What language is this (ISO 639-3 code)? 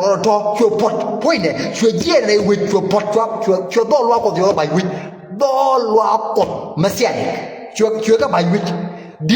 nus